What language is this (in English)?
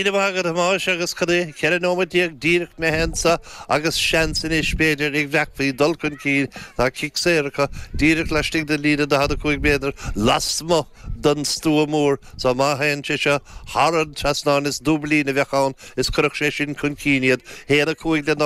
Irish